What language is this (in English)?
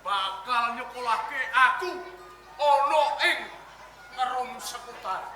Javanese